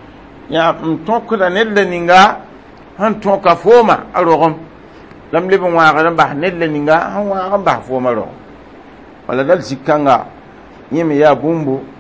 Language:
Mossi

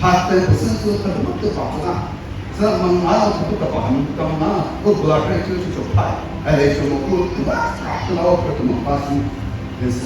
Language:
Chokri Naga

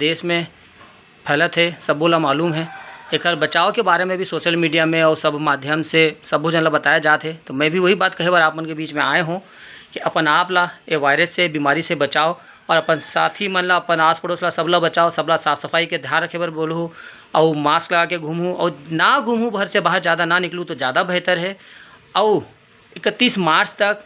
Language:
Chhattisgarhi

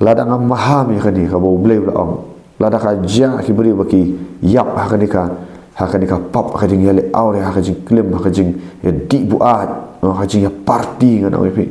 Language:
Khasi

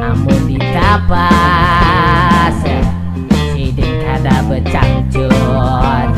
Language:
Banjar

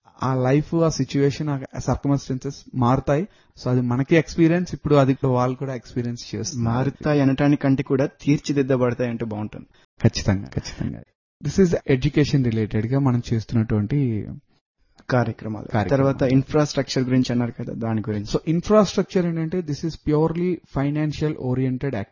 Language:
Telugu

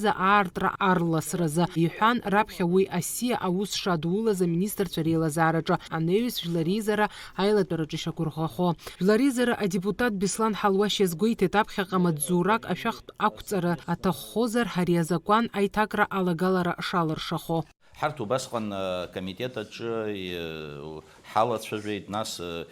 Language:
Abkhazian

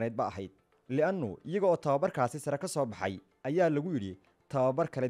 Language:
Somali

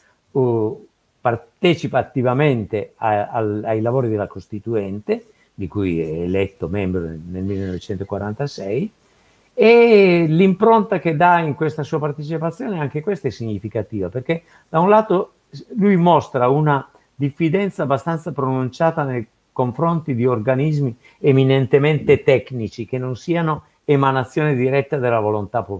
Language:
Italian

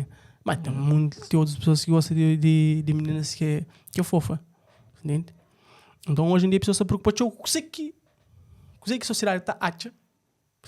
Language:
Kabuverdianu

